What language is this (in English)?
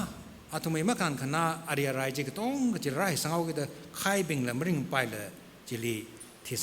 Tangkhul Naga (India)